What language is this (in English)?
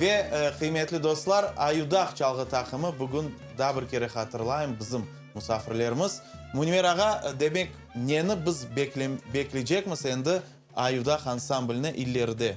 Crimean Tatar